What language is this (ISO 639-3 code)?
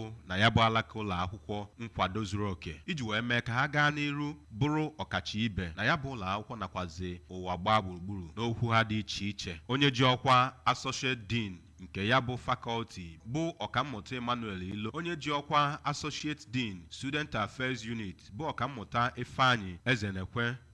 ibo